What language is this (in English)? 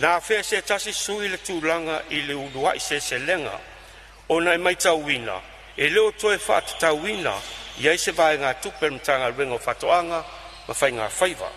Samoan